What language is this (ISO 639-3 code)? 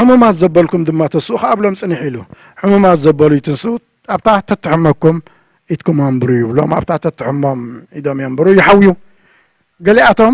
tir